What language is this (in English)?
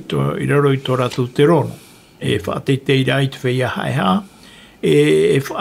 Tahitian